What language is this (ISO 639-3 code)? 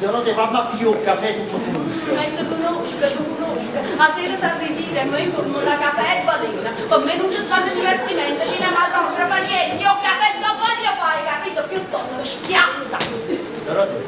nap